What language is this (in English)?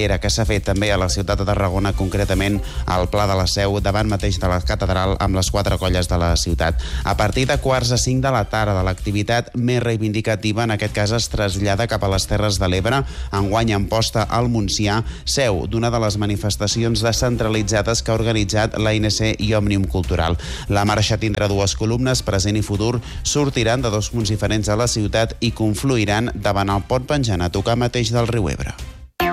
Catalan